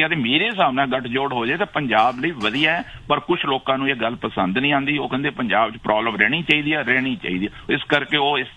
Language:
Punjabi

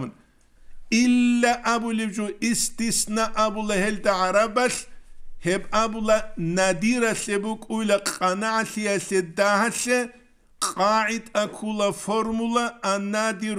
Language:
Avaric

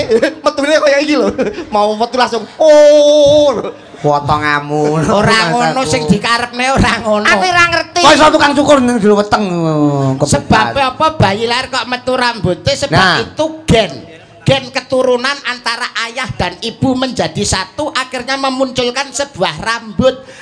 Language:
Javanese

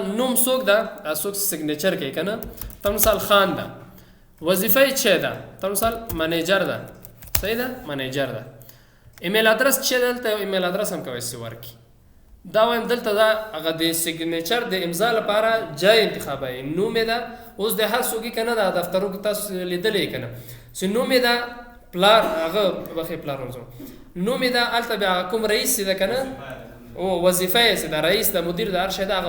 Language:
Pashto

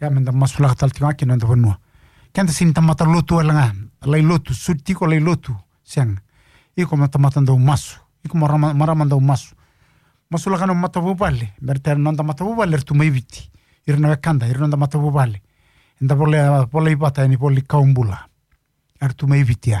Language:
Fijian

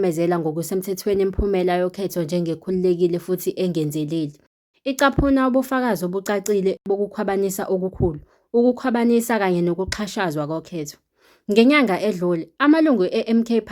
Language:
Zulu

